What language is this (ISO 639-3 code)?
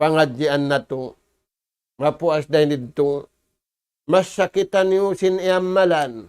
tsg